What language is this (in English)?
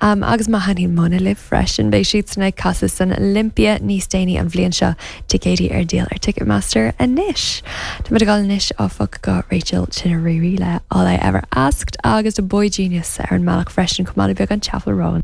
Irish